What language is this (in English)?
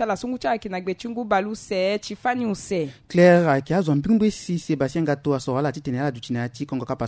Sango